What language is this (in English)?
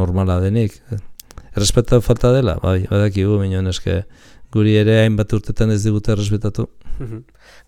Basque